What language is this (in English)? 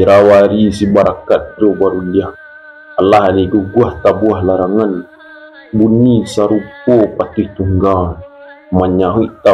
Minangkabau